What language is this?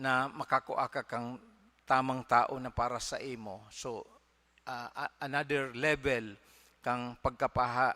Bikol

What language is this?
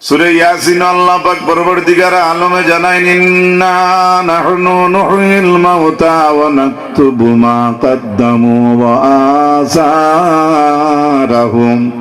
Sylheti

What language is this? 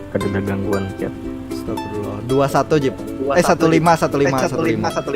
Banjar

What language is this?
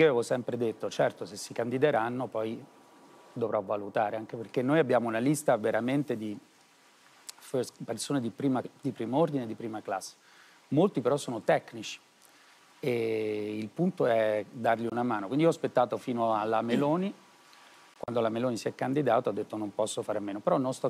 Italian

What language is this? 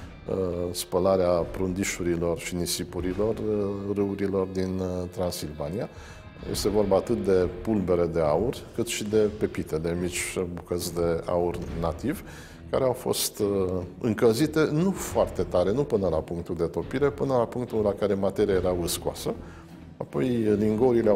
Romanian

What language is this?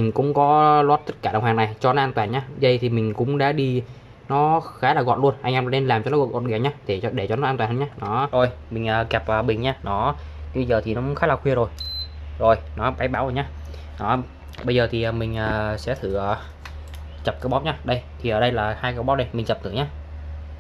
Vietnamese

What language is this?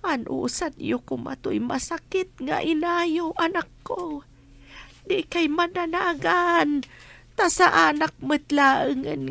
Iloko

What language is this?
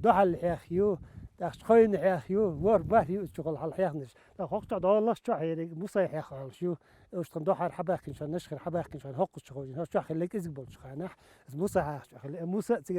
Chechen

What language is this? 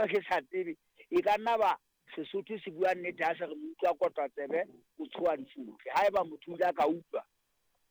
Southern Sotho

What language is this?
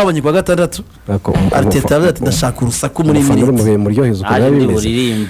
Kinyarwanda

